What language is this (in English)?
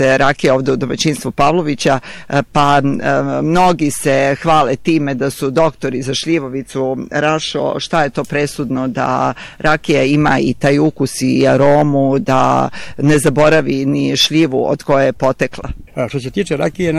Serbian